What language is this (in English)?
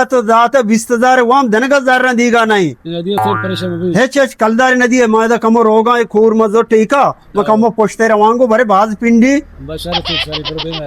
Baluchi